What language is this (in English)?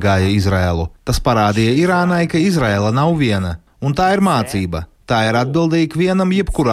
Latvian